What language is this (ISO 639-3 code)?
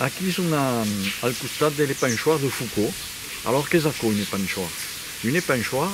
oci